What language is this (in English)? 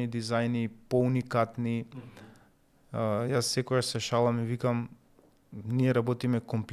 Macedonian